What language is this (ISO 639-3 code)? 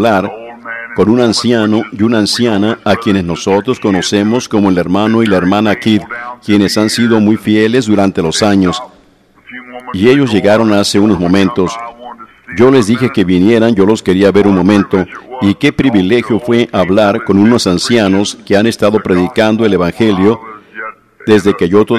spa